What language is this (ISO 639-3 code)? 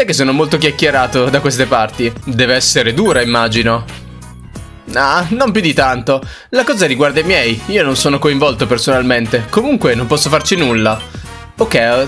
ita